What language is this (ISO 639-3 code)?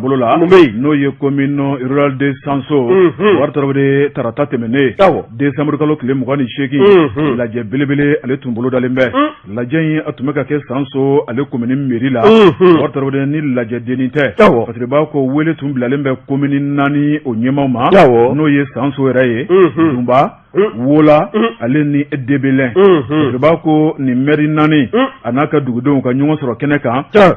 bam